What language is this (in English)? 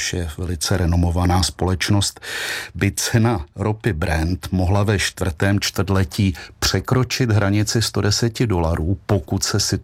Czech